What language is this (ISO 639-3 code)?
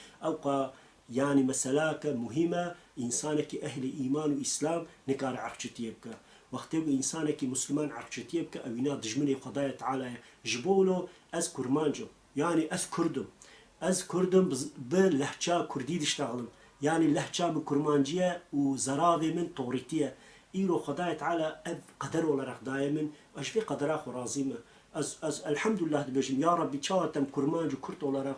kur